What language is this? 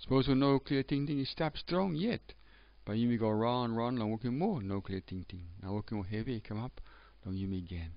Tok Pisin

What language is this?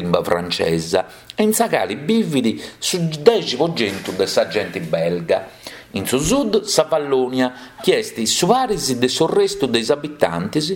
Sardinian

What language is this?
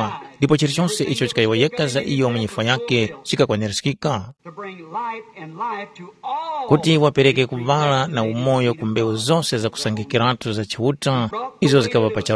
Tumbuka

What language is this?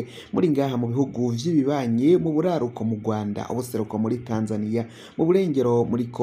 Rundi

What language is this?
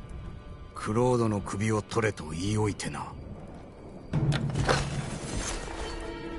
Japanese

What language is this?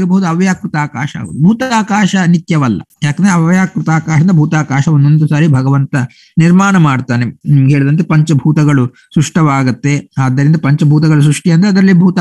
Kannada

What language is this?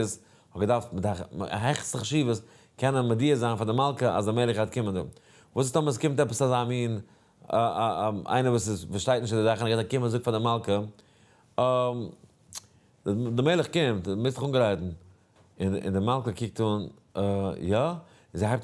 Yiddish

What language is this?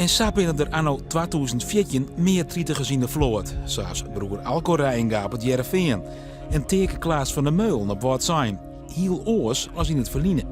Western Frisian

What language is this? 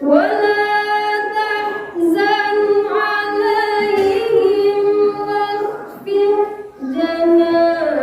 Minangkabau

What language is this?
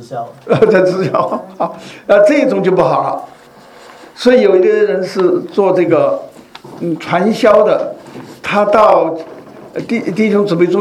Chinese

